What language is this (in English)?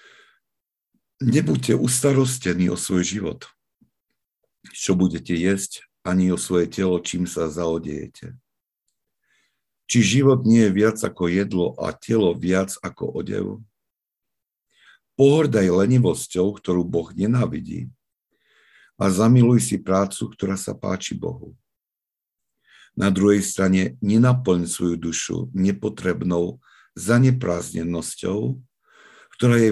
Slovak